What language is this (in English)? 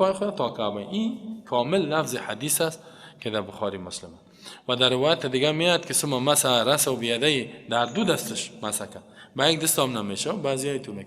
Persian